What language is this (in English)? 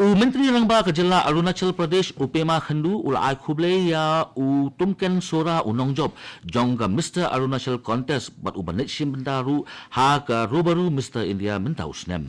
Khasi